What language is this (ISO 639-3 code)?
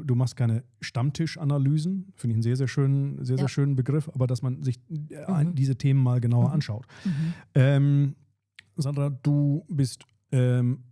gsw